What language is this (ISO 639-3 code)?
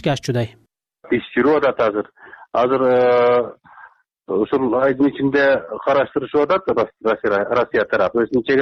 kir